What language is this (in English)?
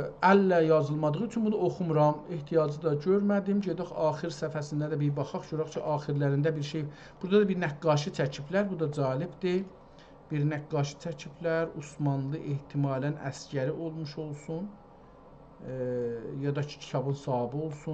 South Azerbaijani